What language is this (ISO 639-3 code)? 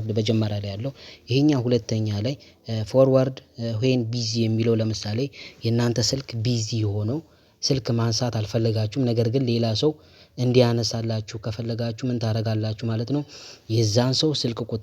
amh